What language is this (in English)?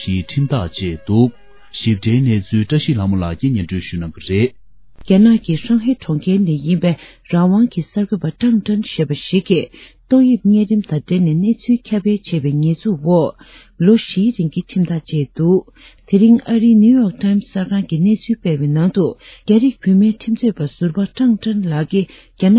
Tibetan